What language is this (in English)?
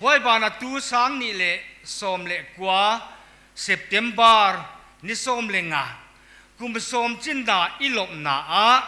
Paite Chin